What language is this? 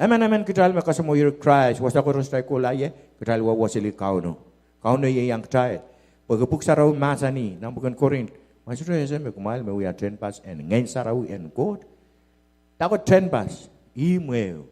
Pohnpeian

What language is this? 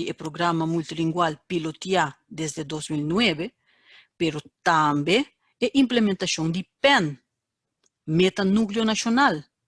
Papiamento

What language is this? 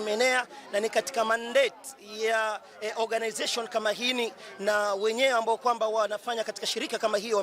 Kamba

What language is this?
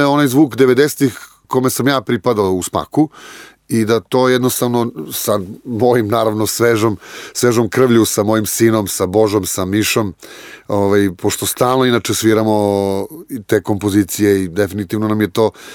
Serbian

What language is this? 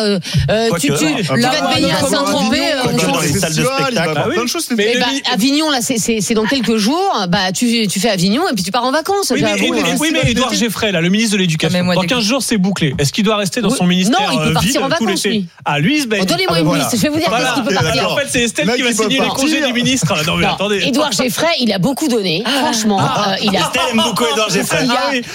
French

